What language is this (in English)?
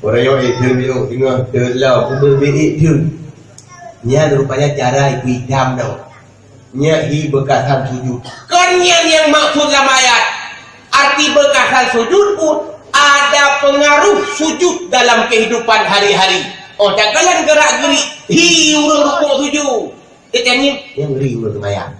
Achinese